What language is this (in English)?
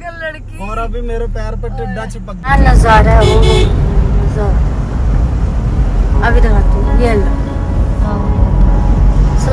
Hindi